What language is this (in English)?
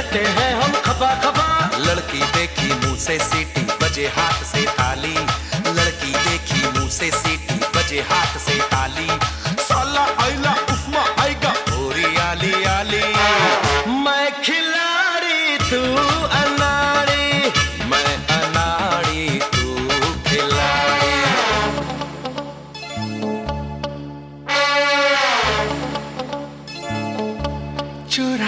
Hindi